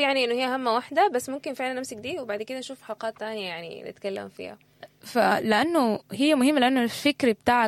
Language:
Sudanese Arabic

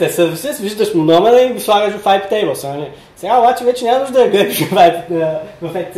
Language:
Bulgarian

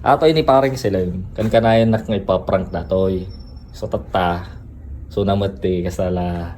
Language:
Iloko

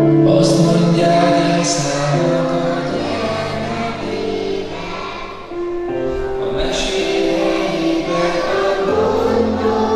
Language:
Hungarian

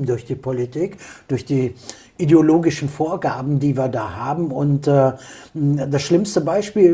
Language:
German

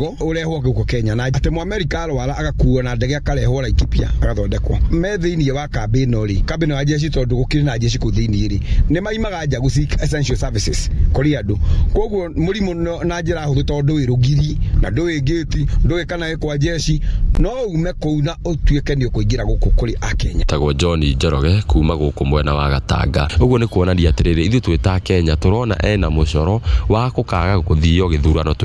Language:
Kikuyu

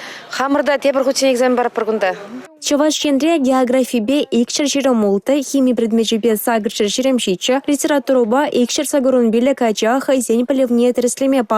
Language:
Chuvash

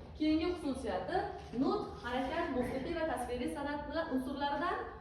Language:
Uzbek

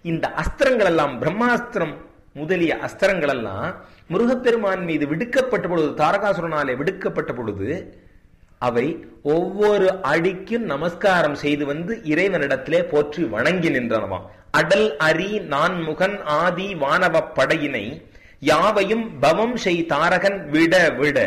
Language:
Tamil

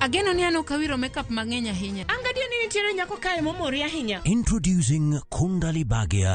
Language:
Luo (Kenya and Tanzania)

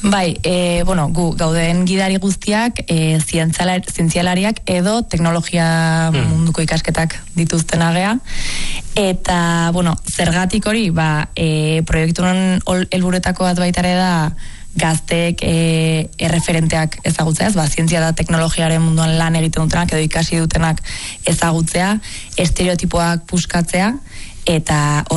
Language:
Basque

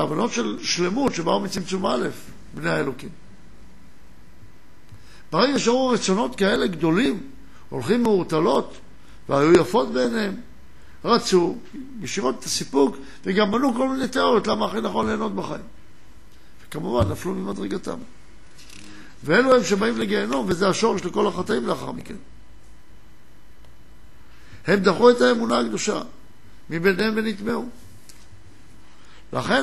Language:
Hebrew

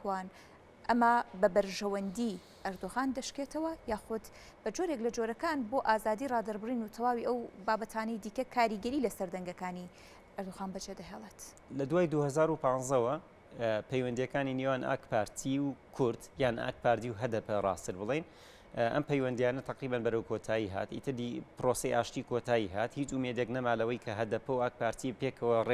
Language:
Central Kurdish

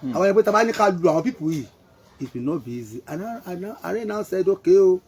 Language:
Yoruba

